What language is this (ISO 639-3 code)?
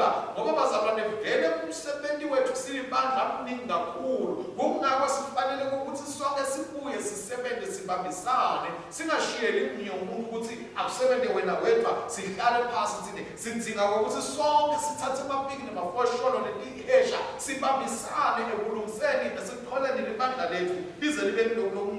ssw